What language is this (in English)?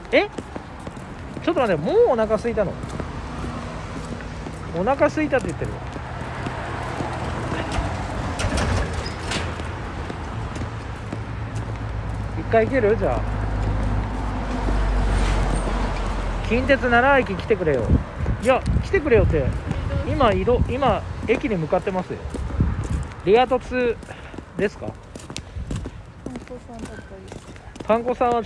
Japanese